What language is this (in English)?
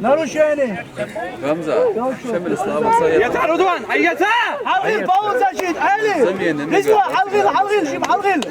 Chechen